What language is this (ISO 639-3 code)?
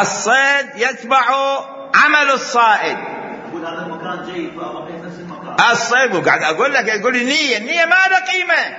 acm